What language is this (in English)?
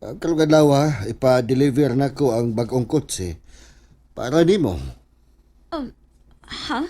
Cebuano